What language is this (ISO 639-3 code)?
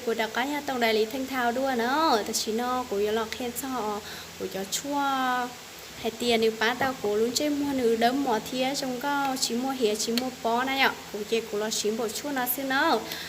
hmn